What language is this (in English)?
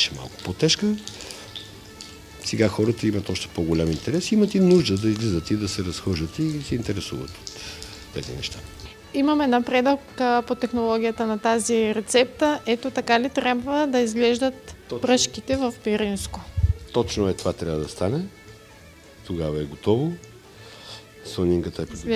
Bulgarian